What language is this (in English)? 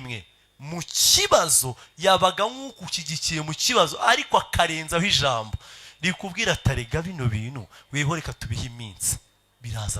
Kinyarwanda